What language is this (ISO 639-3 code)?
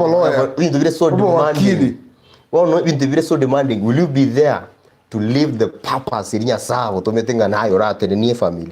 guz